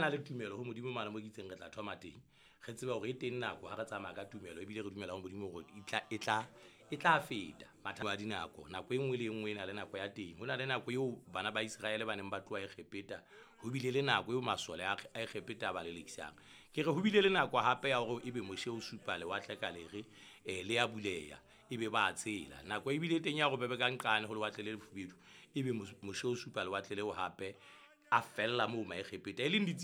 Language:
Southern Sotho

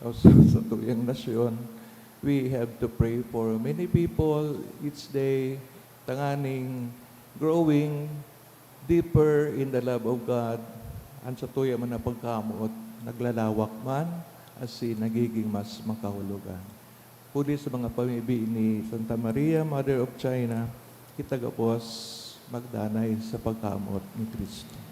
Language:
Bikol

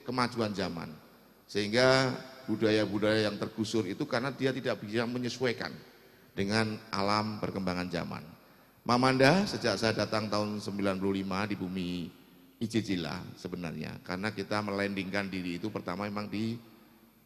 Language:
Banjar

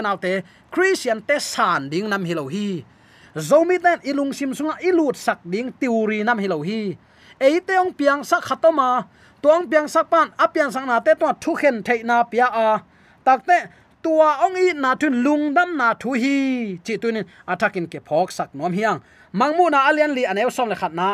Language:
Tedim Chin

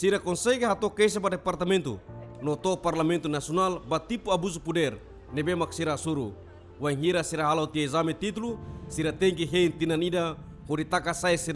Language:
Tetum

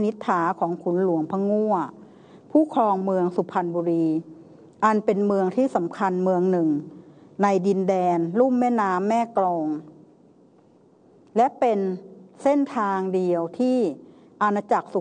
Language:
Thai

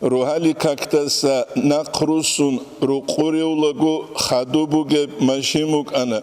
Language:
Avaric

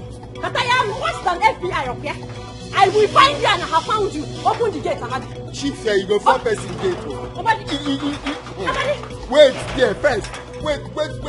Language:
Nigerian Pidgin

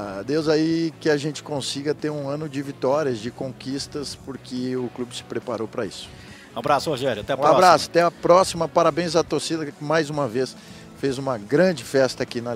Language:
Portuguese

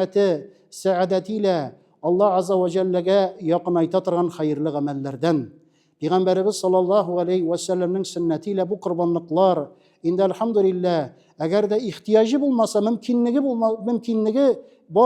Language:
Tatar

